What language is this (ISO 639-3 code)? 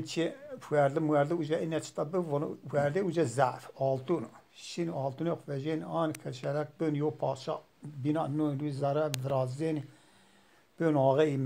zza